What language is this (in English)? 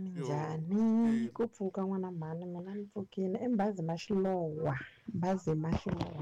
Tsonga